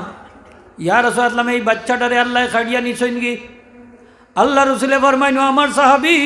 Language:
Sylheti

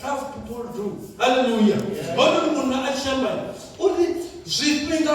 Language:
Venda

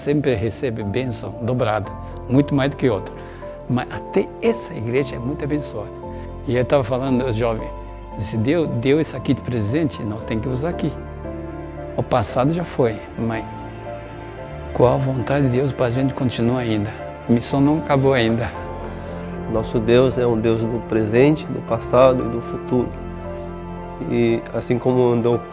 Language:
Portuguese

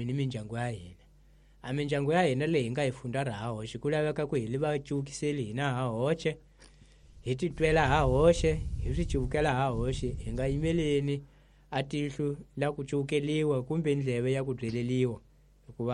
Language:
Tsonga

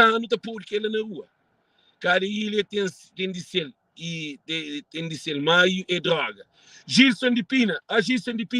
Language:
Kabuverdianu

